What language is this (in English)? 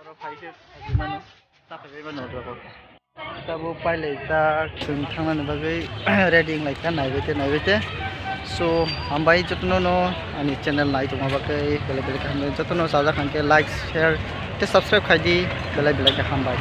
Kok Borok